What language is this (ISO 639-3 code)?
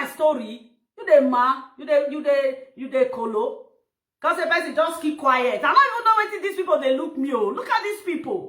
pcm